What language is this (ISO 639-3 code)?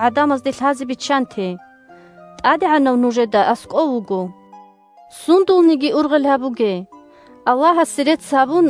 ava